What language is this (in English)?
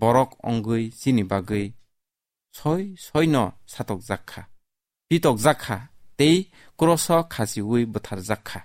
Kok Borok